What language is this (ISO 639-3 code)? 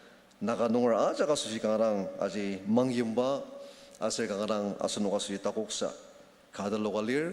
njo